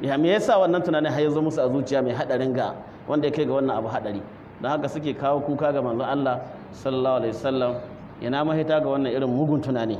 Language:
Hausa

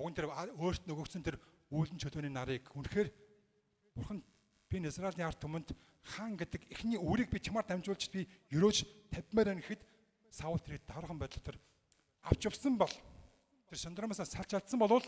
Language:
Mongolian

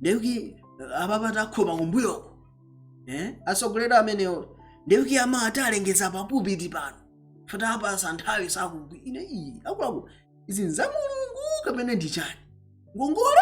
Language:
Nyanja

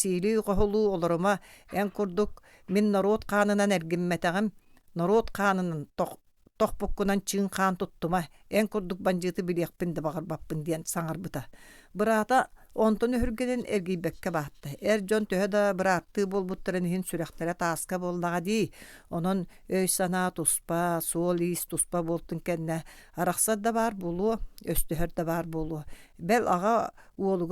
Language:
Yakut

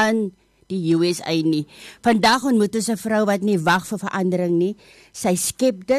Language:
Afrikaans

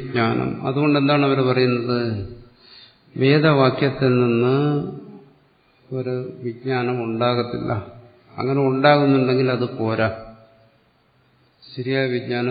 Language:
Malayalam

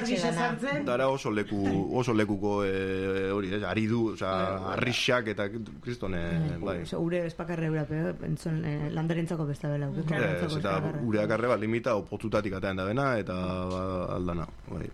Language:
Basque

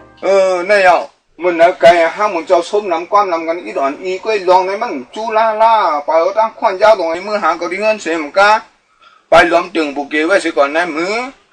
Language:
Shan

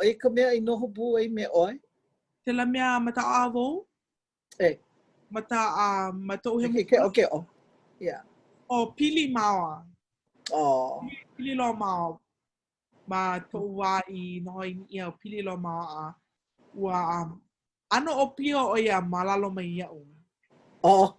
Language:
Hawaiian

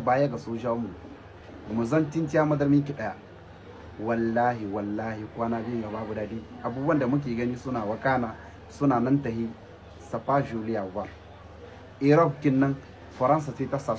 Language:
Hausa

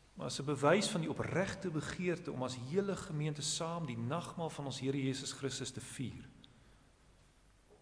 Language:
Afrikaans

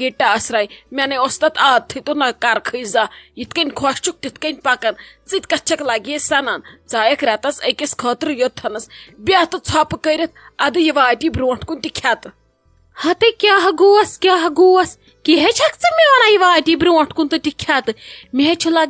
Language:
Kashmiri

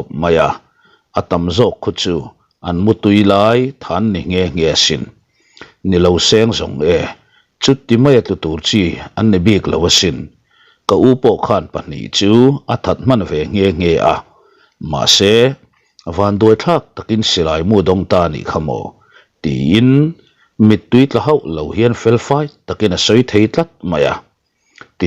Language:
Mizo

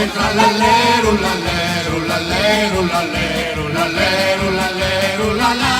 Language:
Sicilian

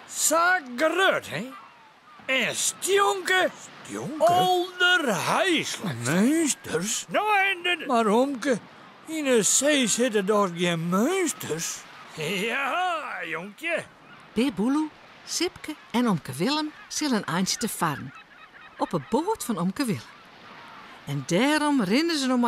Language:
Western Frisian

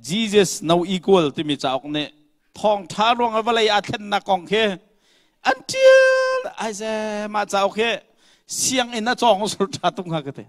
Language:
Hakha Chin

